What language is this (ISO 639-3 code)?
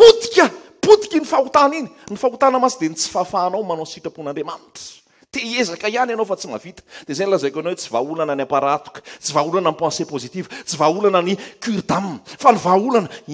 mlg